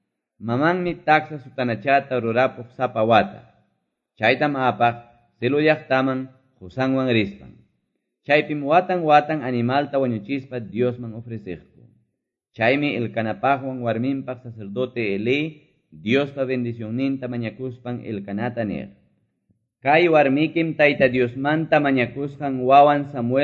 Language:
Quechua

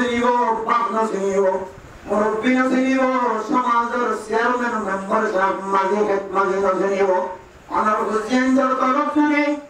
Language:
Rohingya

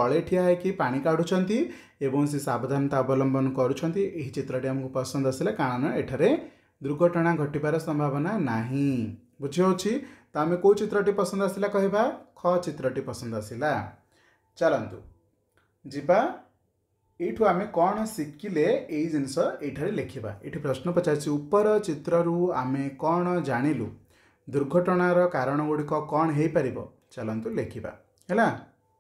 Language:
Odia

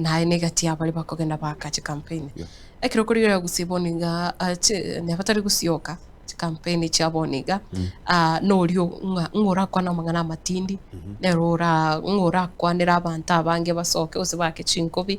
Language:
Gusii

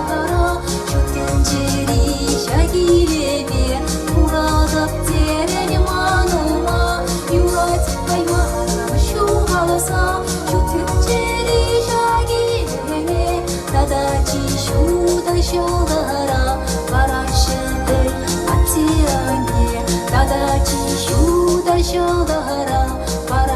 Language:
Chuvash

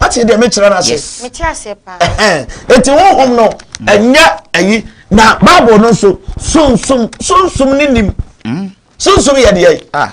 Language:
Akan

